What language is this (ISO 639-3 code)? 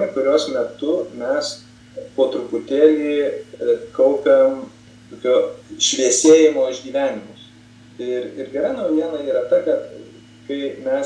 lit